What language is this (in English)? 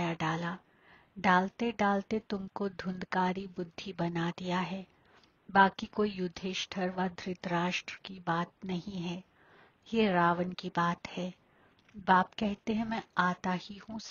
Hindi